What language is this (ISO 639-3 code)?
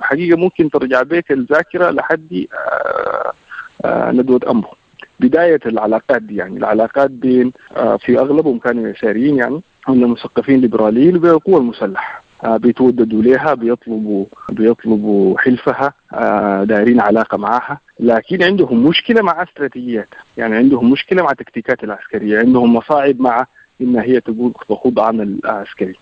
apd